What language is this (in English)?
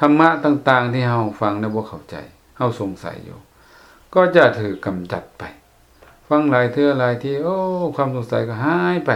Lao